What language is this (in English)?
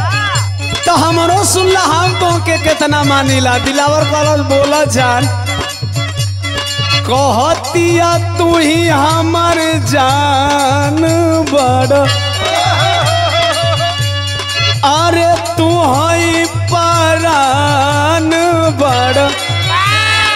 Bhojpuri